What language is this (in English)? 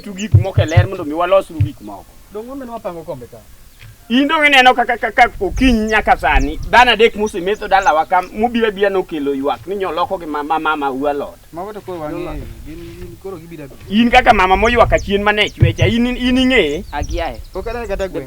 Luo (Kenya and Tanzania)